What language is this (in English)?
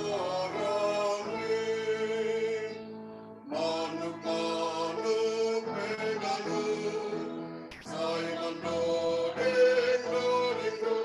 Batak Simalungun